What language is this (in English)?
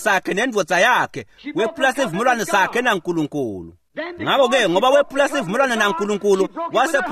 Swati